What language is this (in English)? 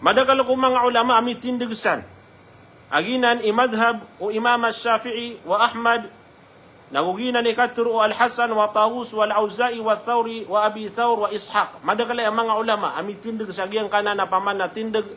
Maranao